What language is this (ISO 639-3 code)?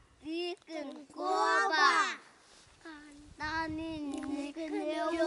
sah